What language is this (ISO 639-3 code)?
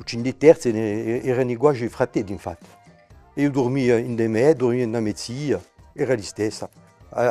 cos